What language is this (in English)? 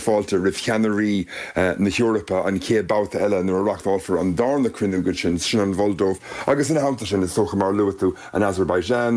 Irish